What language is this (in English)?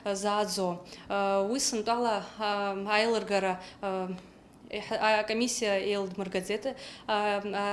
Abkhazian